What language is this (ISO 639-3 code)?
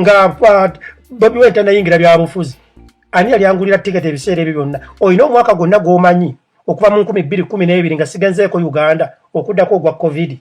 lug